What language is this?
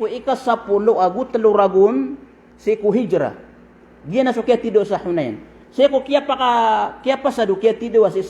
Maranao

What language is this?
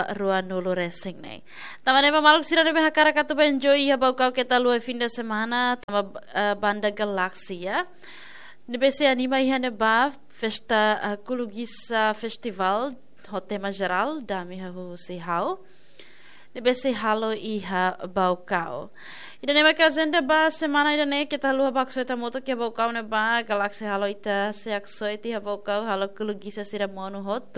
Tetum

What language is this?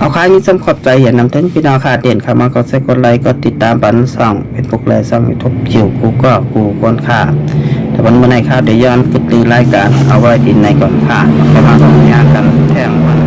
Shan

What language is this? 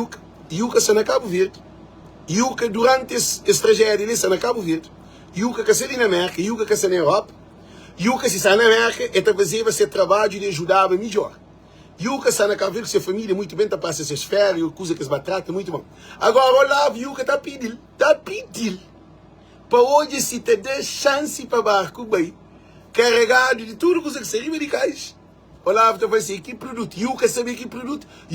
Kabuverdianu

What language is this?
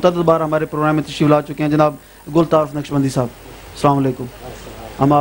Urdu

